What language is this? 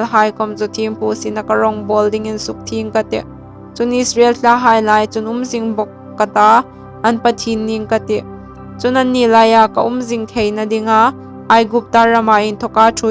Hmar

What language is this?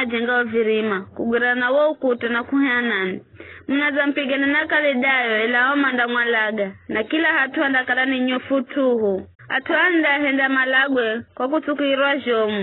Giryama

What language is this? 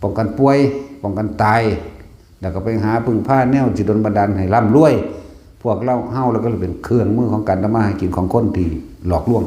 Lao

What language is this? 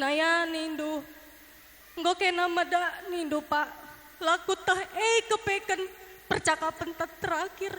Batak Karo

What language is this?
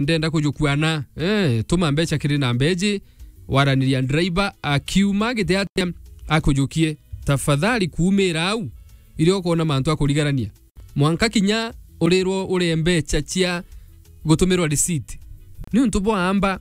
Meru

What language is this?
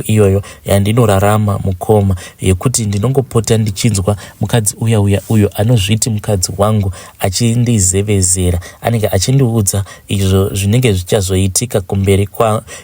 Shona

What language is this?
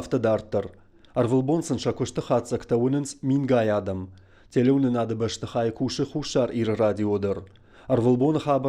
Ossetic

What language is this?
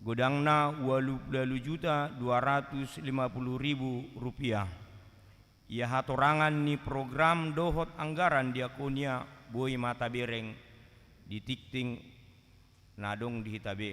Batak Toba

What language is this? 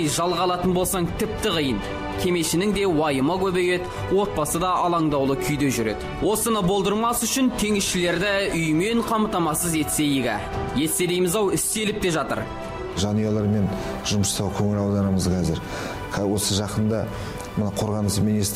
Kazakh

